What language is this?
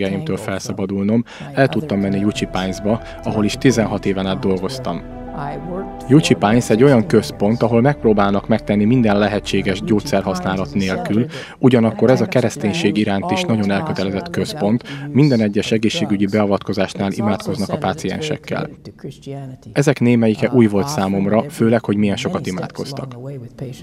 Hungarian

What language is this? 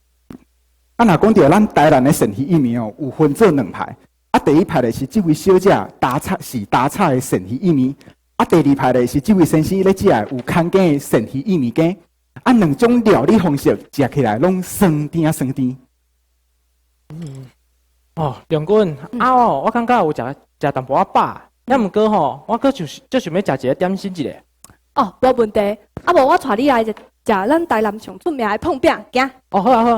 Min Nan Chinese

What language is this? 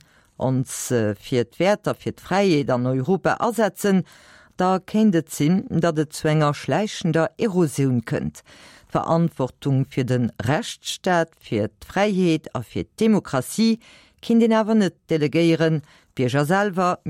Luxembourgish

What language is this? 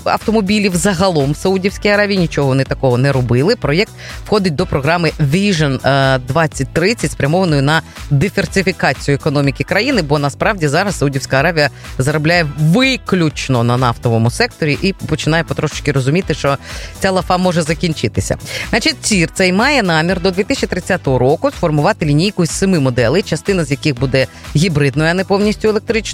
Ukrainian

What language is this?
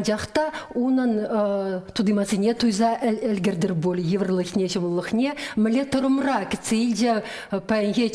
Chuvash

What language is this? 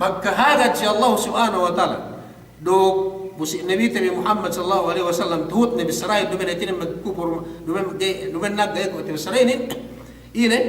Yakan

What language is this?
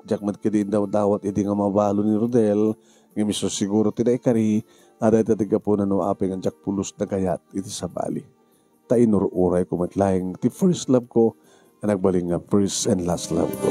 Iloko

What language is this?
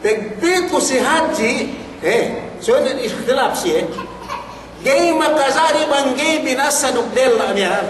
Yakan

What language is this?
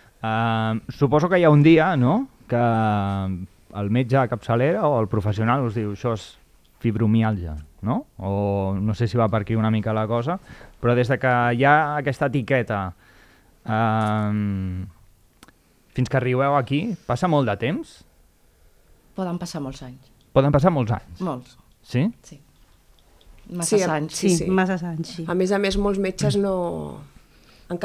Catalan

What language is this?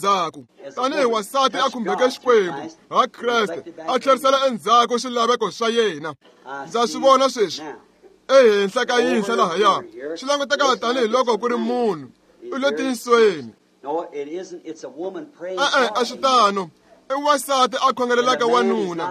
Tsonga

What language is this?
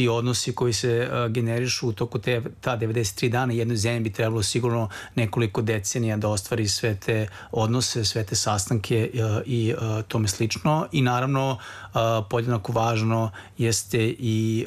Serbian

